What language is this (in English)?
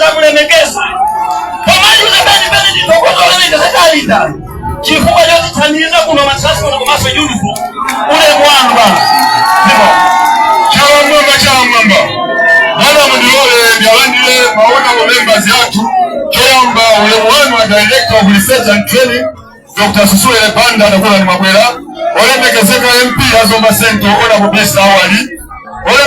Nyanja